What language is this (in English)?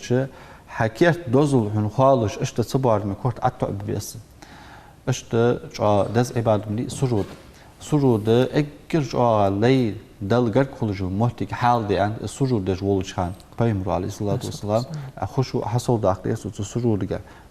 Ingush